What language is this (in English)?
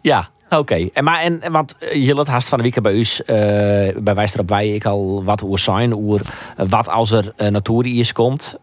Western Frisian